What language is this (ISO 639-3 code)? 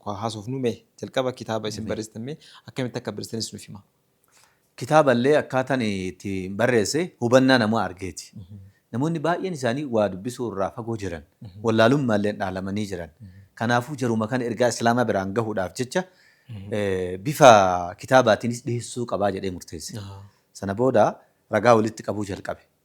orm